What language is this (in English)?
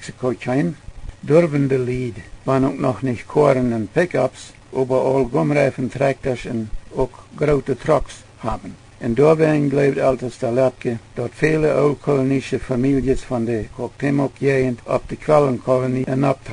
Plautdietsch